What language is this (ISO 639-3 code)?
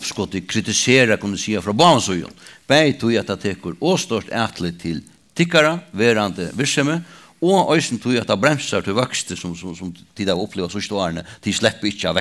fao